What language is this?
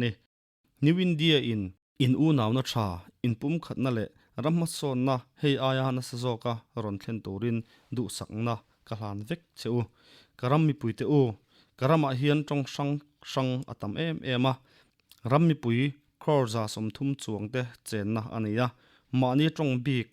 Mizo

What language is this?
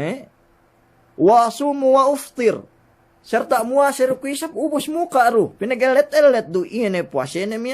Yakan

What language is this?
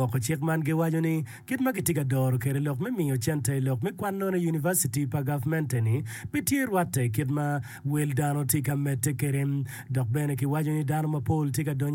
Acoli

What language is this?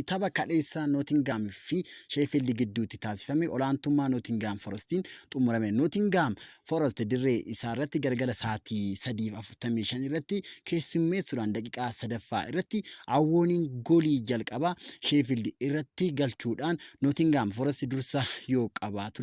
Oromo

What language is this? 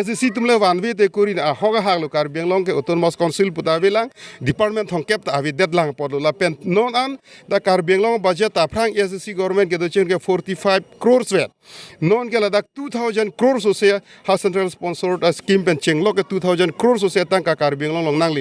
Karbi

